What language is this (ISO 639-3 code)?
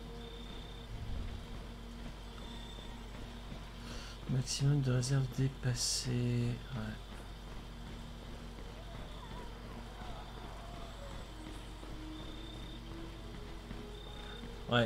fra